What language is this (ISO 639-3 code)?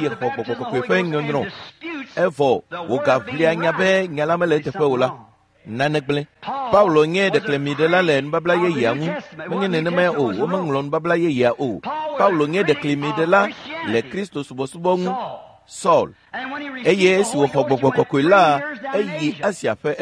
ewe